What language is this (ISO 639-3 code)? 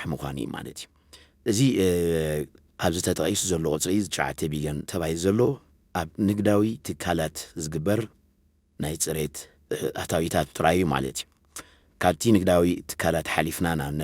tir